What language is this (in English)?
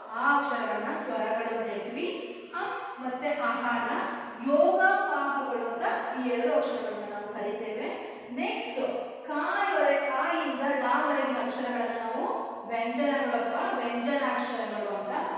Kannada